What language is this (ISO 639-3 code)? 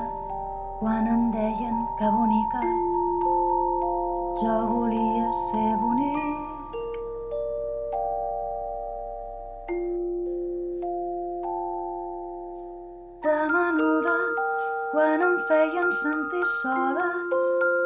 cat